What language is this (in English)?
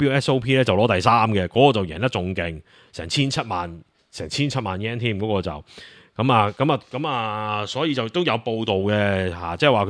Cantonese